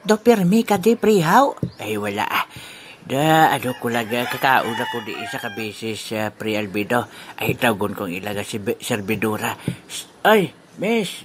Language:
Hiligaynon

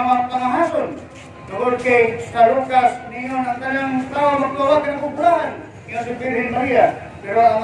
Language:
Cebuano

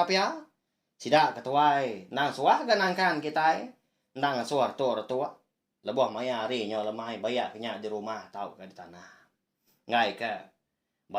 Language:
Iban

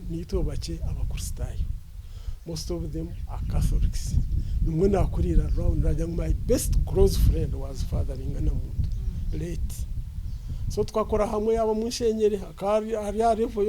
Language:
Nyankole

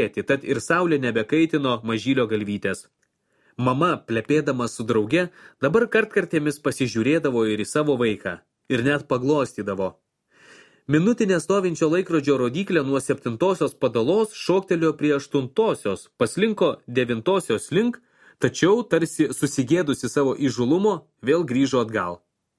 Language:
Lithuanian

